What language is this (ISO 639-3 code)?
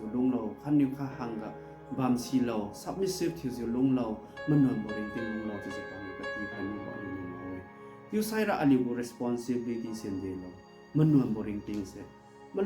njn